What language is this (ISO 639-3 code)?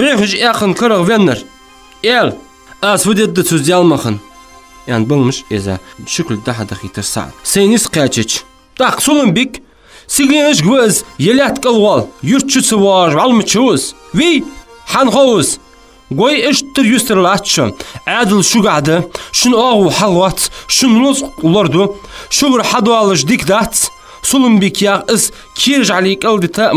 inh